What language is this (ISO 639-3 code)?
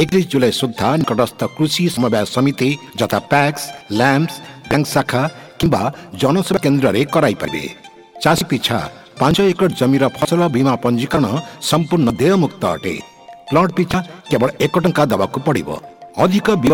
ori